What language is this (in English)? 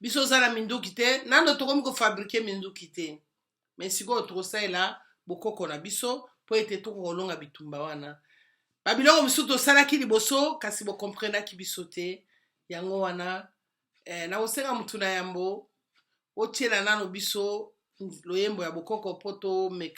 Lingala